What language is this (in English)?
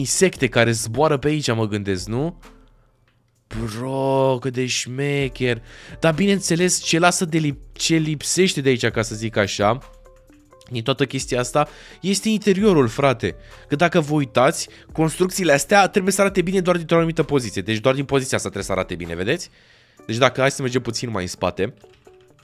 Romanian